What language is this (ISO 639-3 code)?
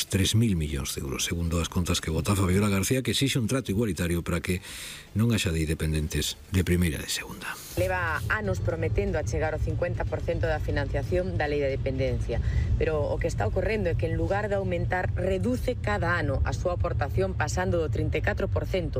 glg